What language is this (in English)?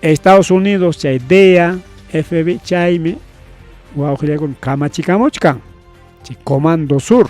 Ayacucho Quechua